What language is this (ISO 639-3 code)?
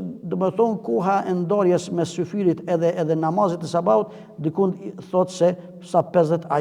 sqi